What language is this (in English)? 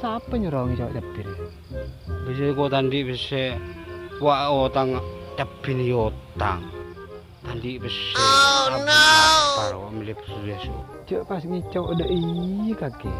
Madurese